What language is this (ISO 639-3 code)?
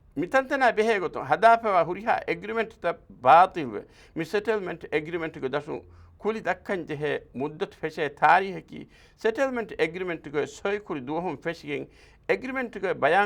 div